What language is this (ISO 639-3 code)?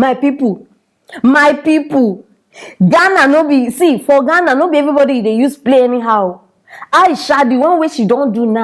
pcm